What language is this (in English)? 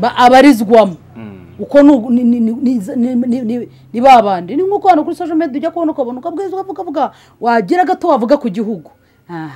Kinyarwanda